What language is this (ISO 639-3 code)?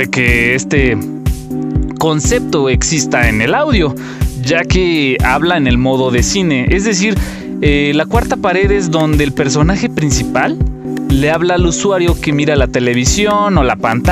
spa